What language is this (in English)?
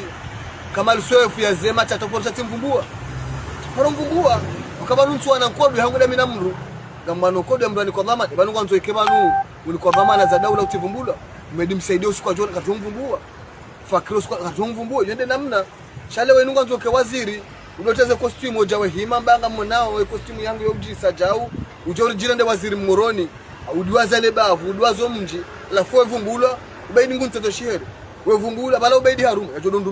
Ngazidja Comorian